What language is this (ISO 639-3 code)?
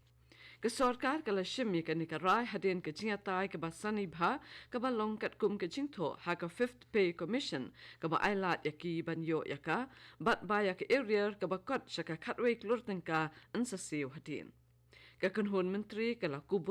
kha